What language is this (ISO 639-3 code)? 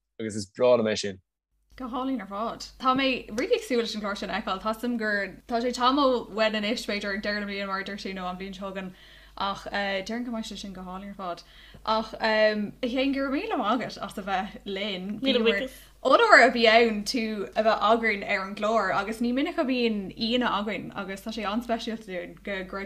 gle